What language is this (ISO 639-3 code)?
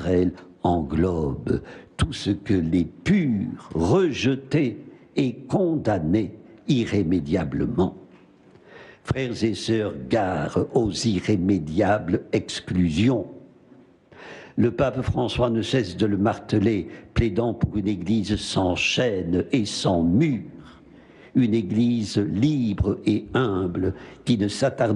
fra